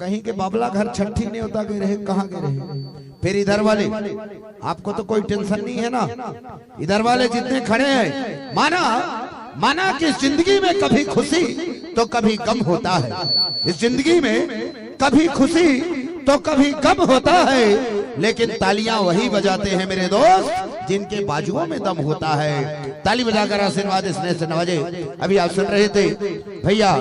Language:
Chhattisgarhi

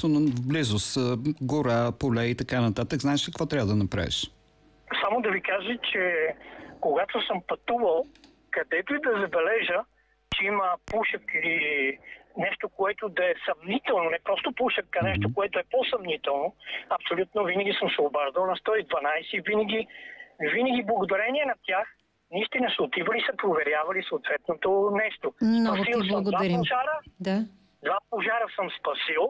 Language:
Bulgarian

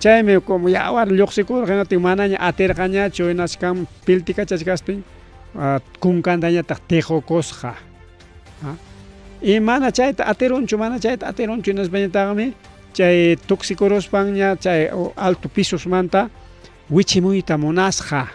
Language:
Ayacucho Quechua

